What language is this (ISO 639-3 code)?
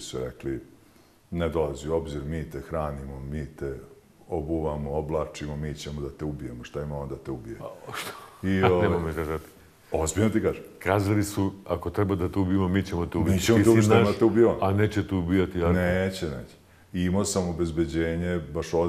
bos